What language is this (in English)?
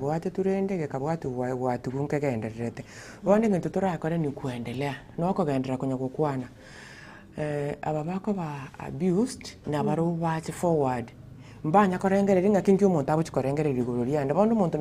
Gusii